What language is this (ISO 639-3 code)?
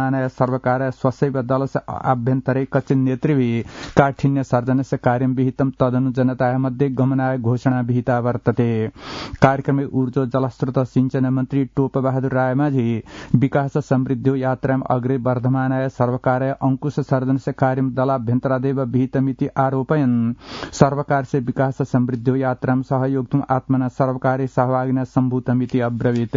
san